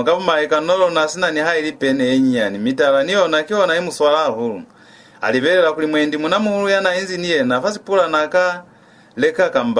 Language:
Lozi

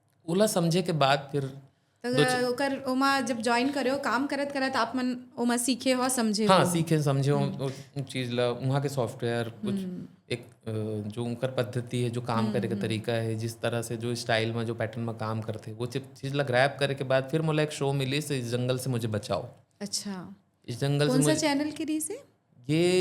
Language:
Chhattisgarhi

